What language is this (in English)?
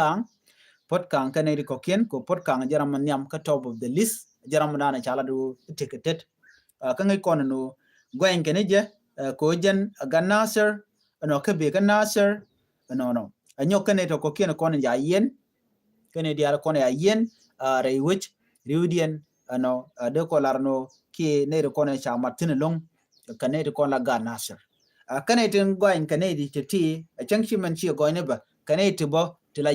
Nuer